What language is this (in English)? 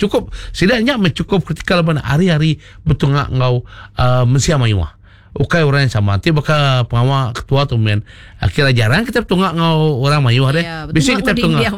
Iban